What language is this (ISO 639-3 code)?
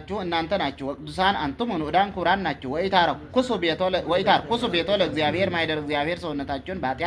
amh